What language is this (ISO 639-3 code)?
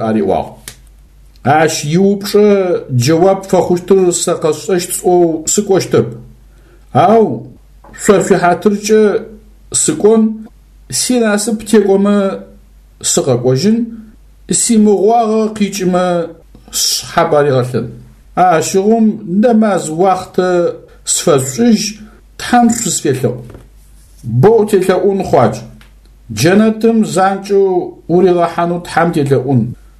ady